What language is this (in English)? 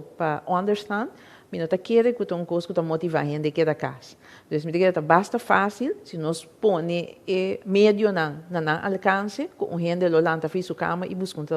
Papiamento